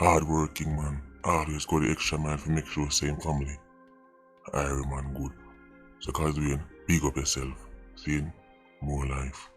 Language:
Jamaican Creole English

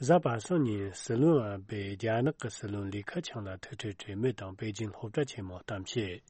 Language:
Tibetan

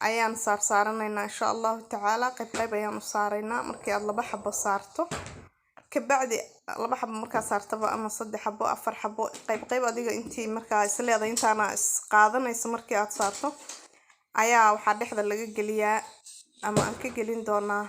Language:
Somali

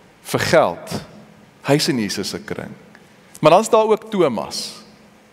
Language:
Afrikaans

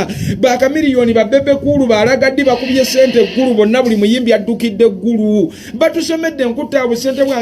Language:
Ganda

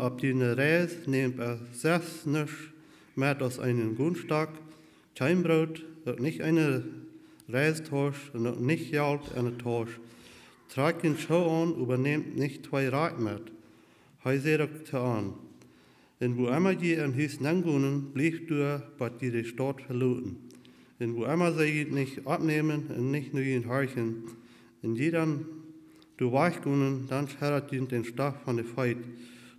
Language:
Plautdietsch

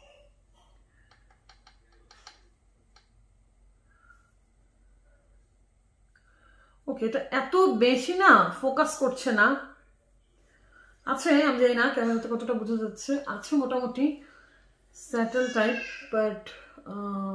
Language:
Bangla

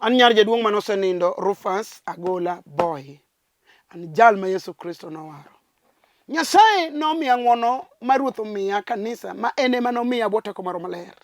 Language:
Luo (Kenya and Tanzania)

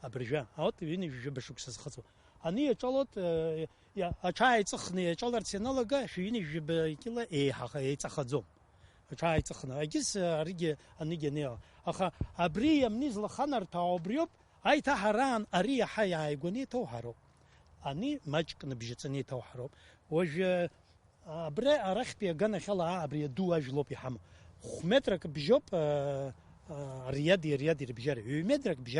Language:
Abkhazian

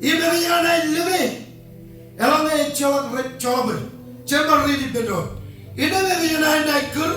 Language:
Marshallese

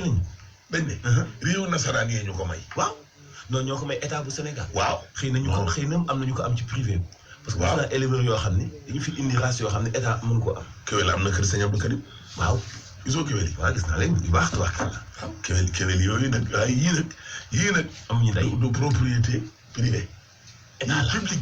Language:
Wolof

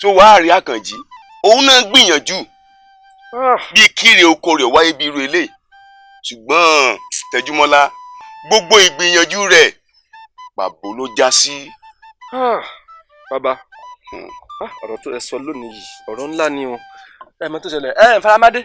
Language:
Yoruba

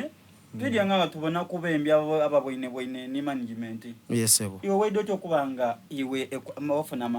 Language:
Soga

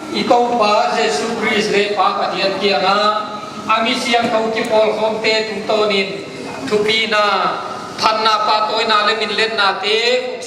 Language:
Paite Chin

